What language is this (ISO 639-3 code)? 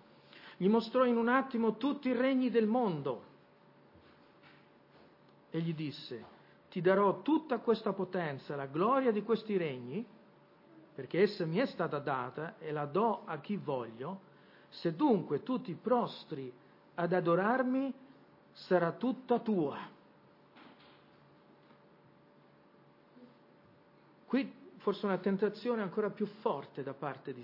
ita